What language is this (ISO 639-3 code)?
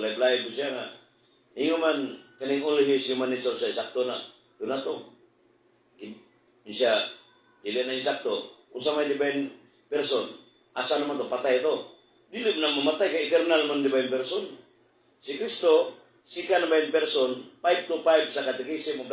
ceb